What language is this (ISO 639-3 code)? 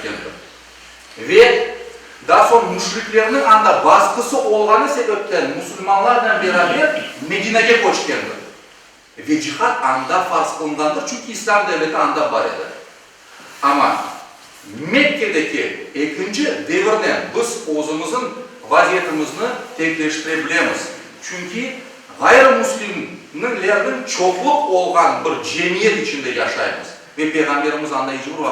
crh